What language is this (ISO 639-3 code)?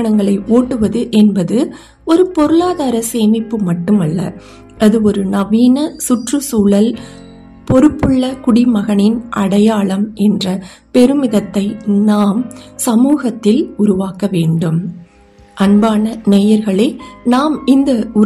tam